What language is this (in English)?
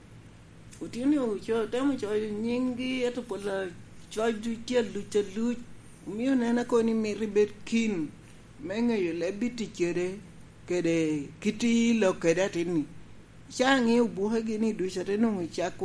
Lango (Uganda)